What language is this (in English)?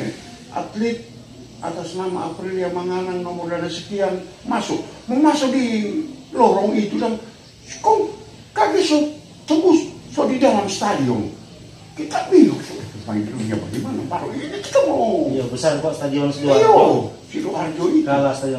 Manado Malay